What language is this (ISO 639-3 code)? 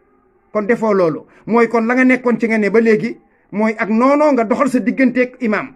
wol